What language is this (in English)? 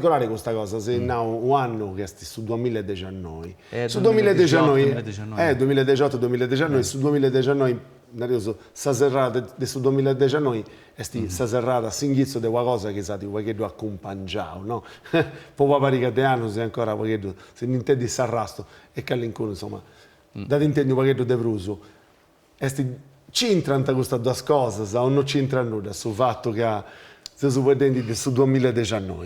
Sardinian